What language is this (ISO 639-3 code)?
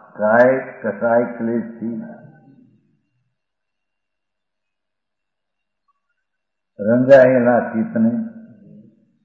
guj